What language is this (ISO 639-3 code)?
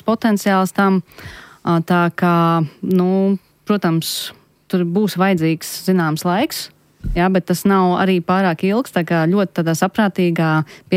lav